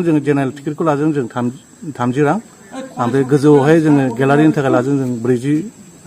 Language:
Bodo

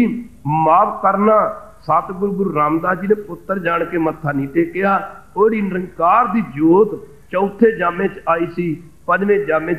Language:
Punjabi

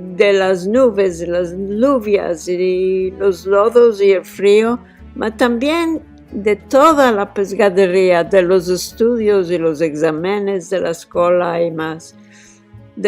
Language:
Ladino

